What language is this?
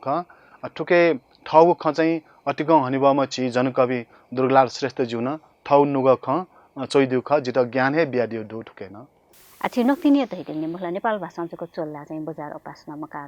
Newari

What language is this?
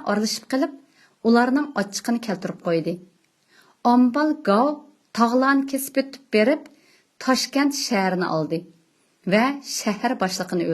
Uyghur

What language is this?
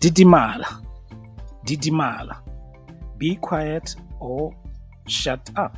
Tswana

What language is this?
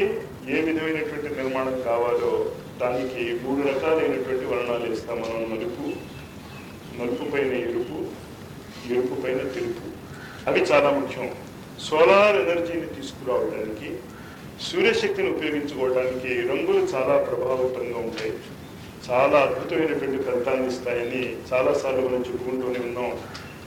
Telugu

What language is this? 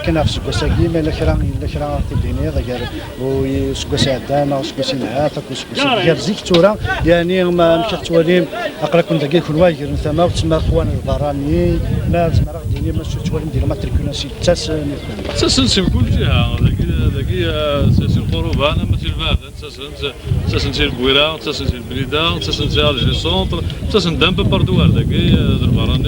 Kabyle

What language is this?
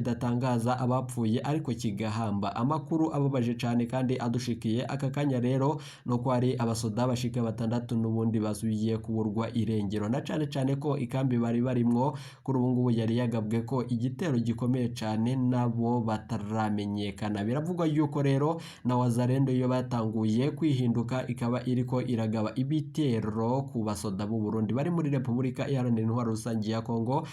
Rundi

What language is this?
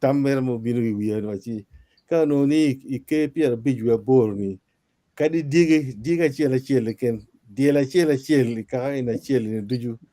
Acoli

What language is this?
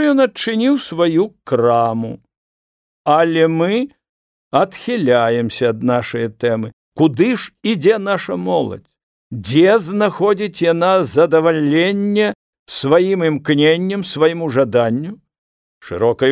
Belarusian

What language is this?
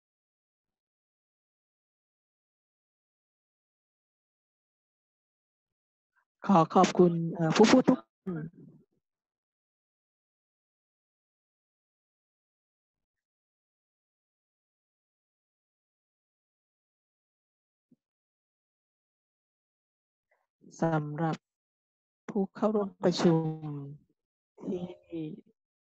Thai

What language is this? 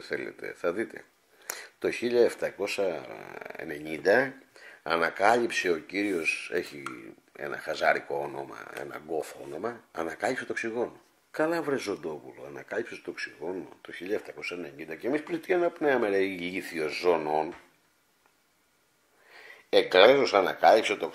Greek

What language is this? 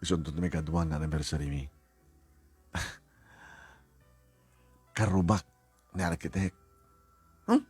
Iloko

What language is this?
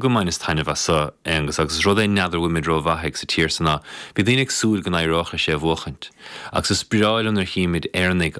Irish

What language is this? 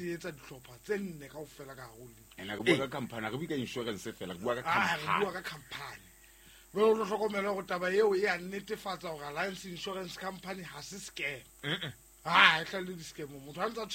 Southern Sotho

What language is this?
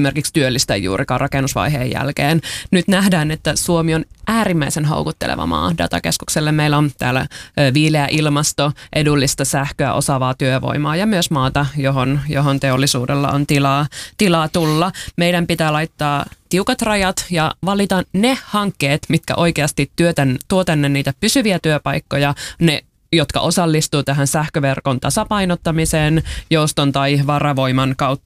Finnish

